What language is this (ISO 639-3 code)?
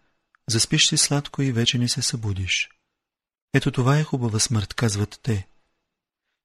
bul